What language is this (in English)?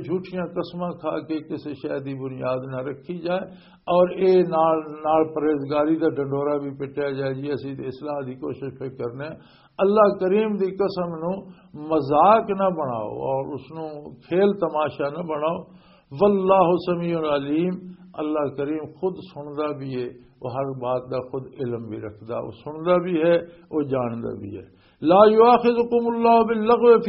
Western Panjabi